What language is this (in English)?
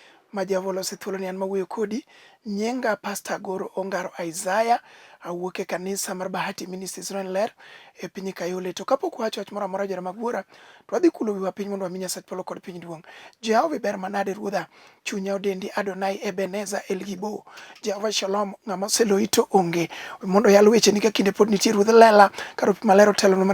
Luo (Kenya and Tanzania)